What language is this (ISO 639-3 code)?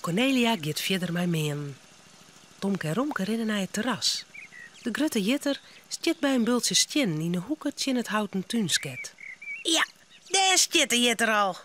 fry